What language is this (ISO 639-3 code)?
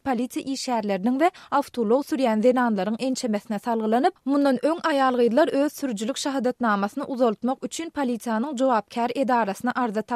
tuk